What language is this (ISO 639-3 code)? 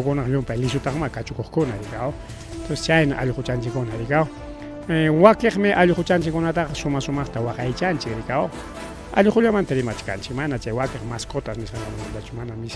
quy